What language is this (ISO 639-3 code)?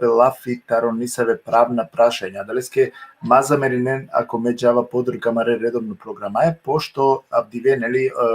rmn